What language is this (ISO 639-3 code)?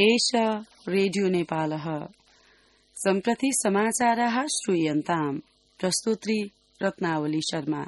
san